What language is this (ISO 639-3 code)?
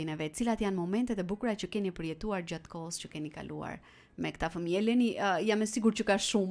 sqi